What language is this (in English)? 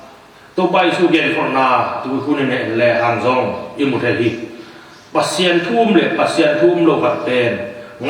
Tedim Chin